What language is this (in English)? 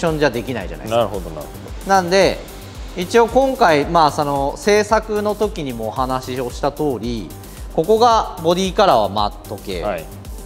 Japanese